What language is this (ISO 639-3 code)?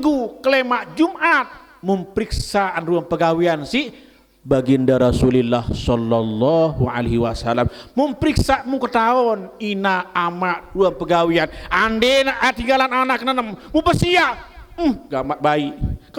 sas